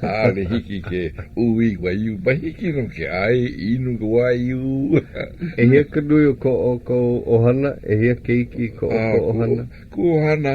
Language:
Hawaiian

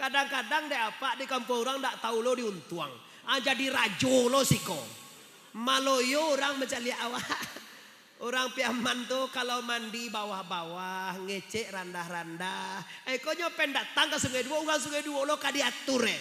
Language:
Minangkabau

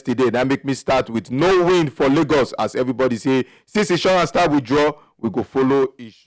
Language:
Nigerian Pidgin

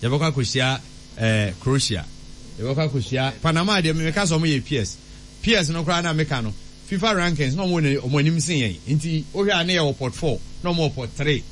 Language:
Akan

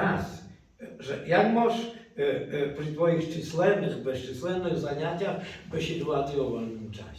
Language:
Rusyn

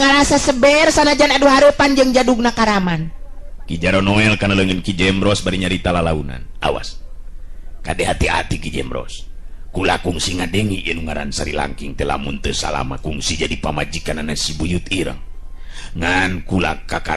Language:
Sundanese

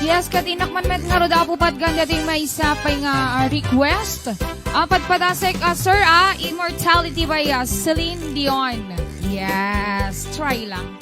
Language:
Iloko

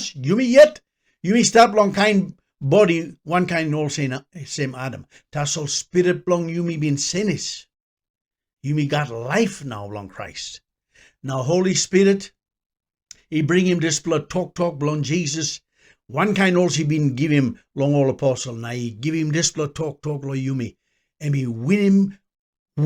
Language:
Tok Pisin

